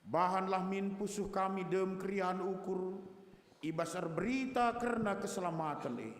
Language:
Batak Karo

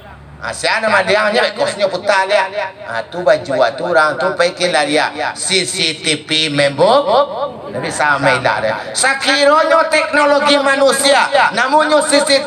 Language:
Minangkabau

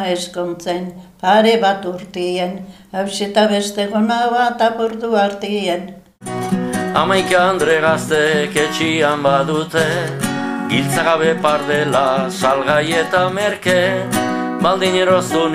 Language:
Basque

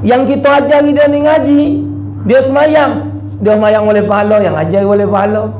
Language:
Musi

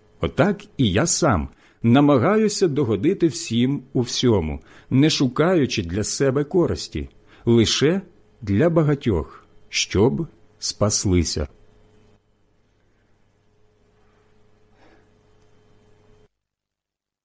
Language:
Ukrainian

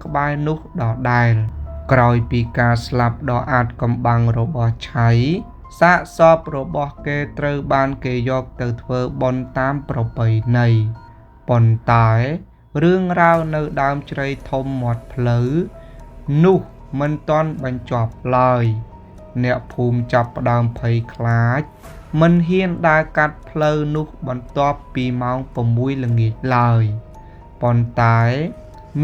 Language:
Khmer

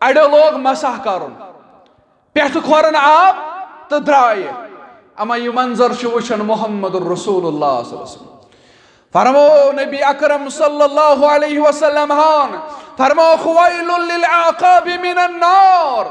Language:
Kashmiri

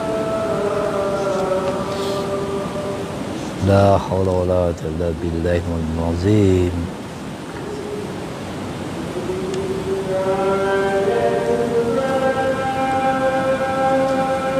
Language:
Malay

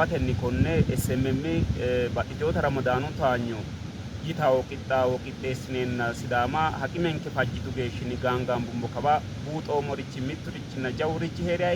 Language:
Sidamo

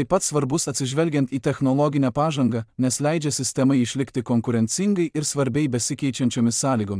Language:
Lithuanian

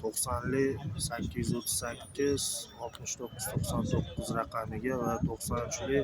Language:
Uzbek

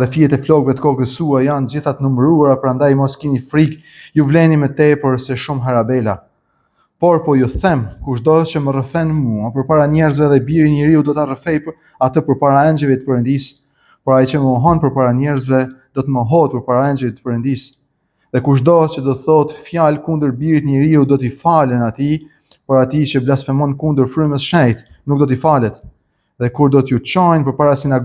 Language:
Albanian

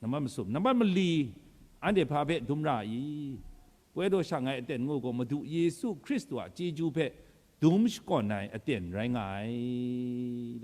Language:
Kachin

